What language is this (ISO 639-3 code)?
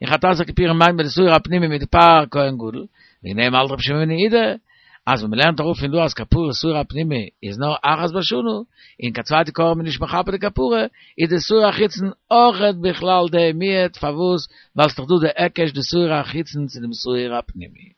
yid